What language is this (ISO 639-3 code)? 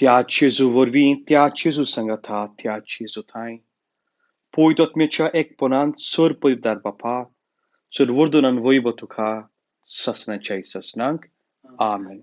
kok